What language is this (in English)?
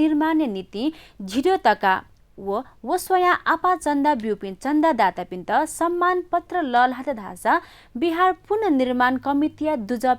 Newari